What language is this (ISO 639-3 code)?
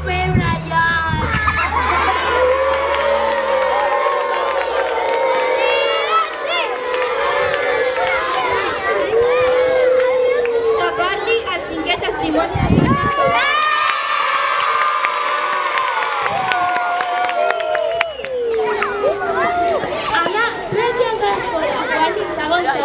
cat